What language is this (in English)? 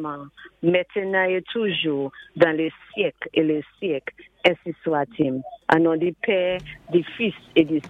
Saint Lucian Creole French